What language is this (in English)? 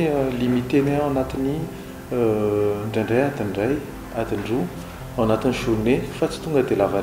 Malagasy